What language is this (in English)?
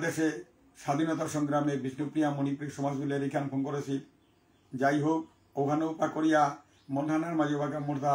Bishnupriya